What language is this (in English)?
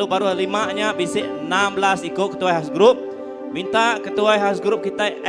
Iban